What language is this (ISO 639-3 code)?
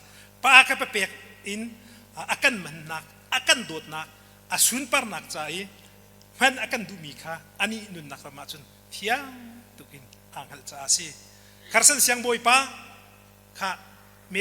cnh